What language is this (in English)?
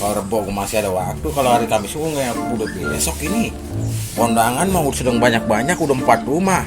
Betawi